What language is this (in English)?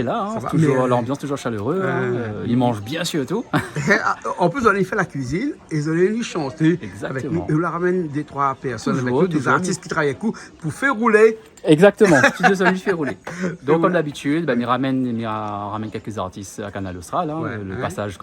Réunion Creole French